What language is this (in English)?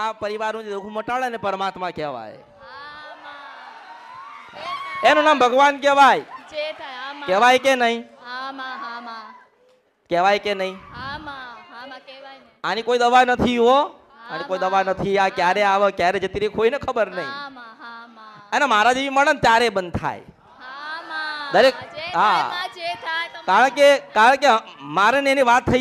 Gujarati